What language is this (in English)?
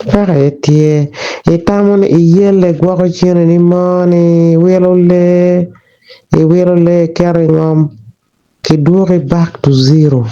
Acoli